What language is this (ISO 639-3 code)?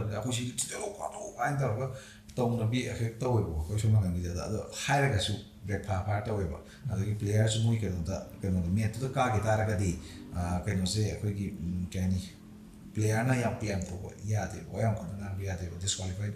mni